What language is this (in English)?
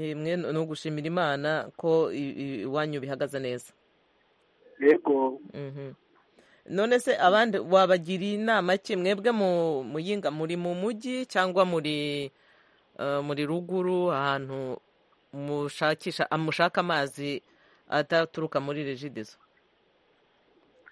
Kinyarwanda